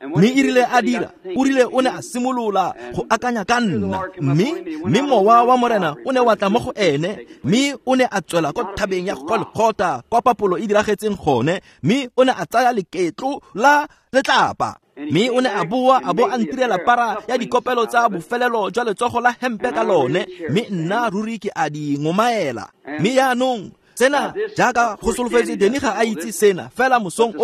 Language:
Tswana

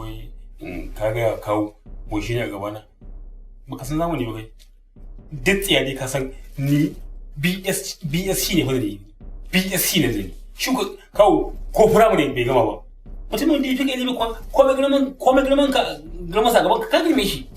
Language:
Hausa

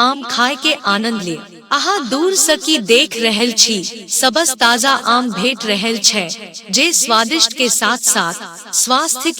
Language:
Maithili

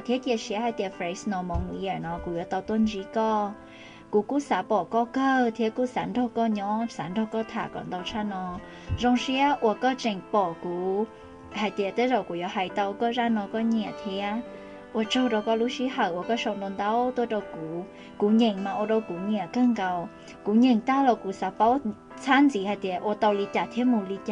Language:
Hmong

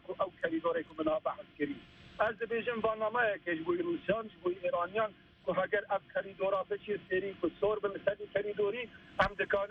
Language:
Kurdish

